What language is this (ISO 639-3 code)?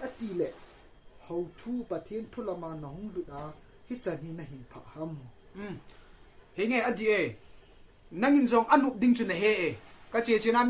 tcz